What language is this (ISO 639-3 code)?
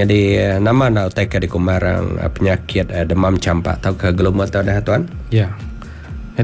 iba